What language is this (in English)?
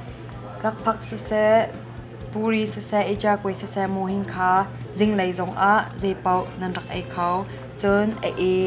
Hakha Chin